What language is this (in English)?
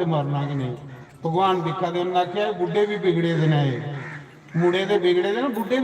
Dogri